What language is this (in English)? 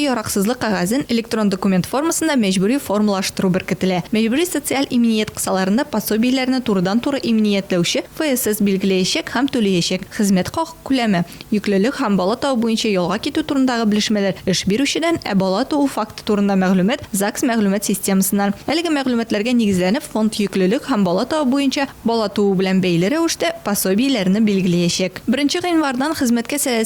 Tatar